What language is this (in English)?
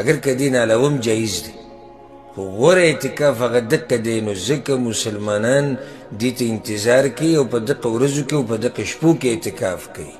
Pashto